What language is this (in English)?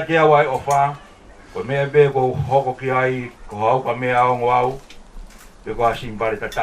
Tongan